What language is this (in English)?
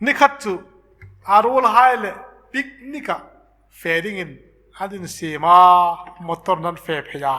Hmar